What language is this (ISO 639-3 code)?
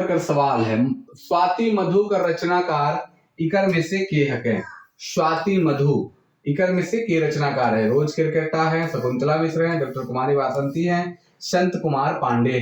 sck